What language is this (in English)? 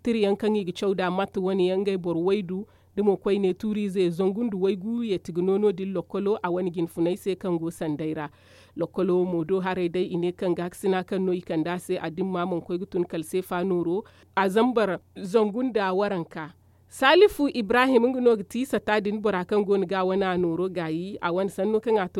Zarma